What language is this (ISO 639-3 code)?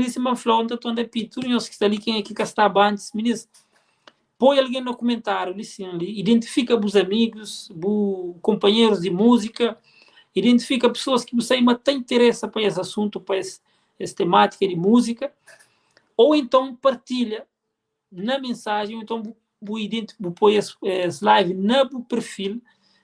kea